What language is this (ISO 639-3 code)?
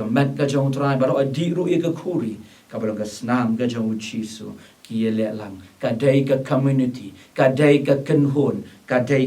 kha